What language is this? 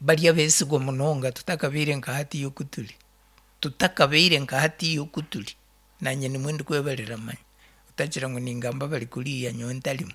Nyankole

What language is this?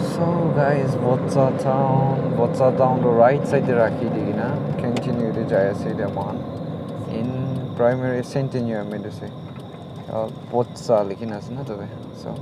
Naga Pidgin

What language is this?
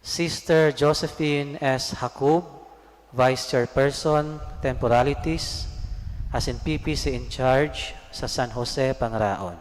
Bikol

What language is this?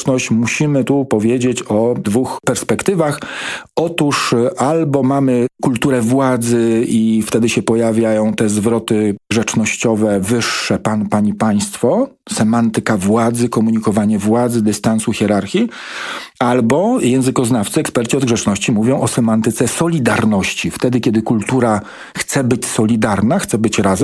Polish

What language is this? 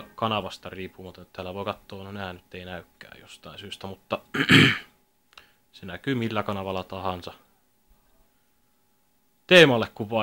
Finnish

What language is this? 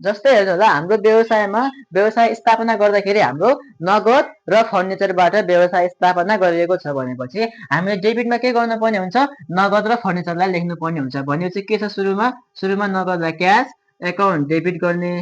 Nepali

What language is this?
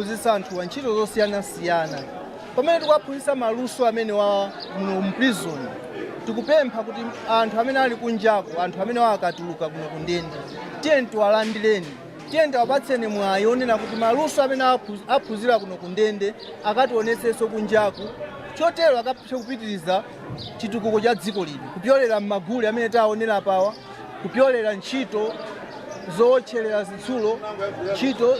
Nyanja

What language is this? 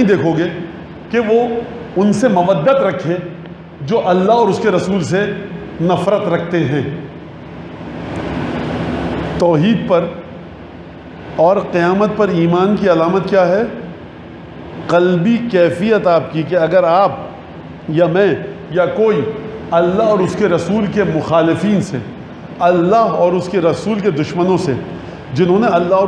Urdu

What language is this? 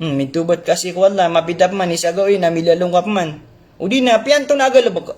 Maranao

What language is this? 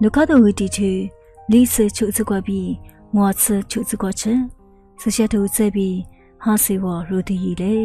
Lisu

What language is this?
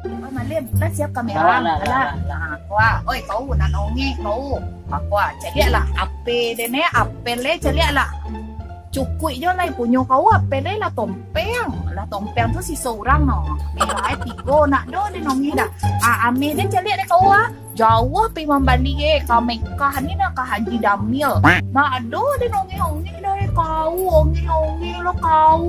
Minangkabau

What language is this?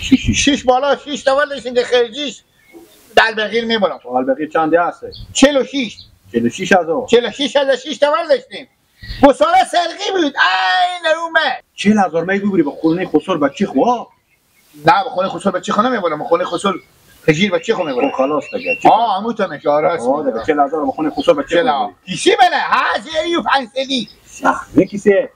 Persian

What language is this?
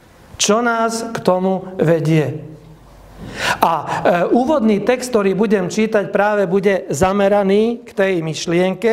Slovak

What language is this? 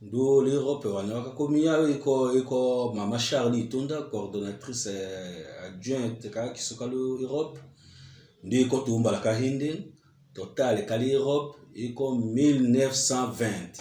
Tetela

